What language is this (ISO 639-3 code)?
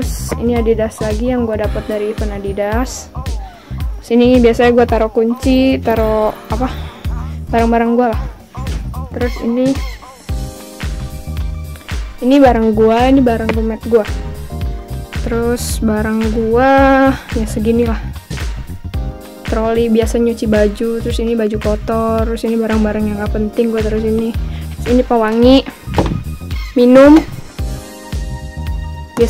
ind